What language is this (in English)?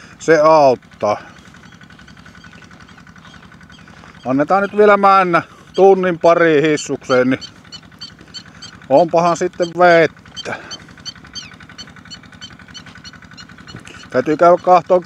Finnish